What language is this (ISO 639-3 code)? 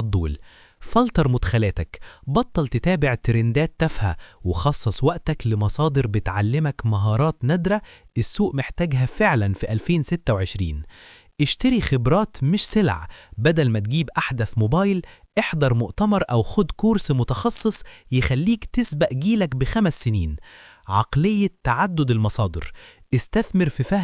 arz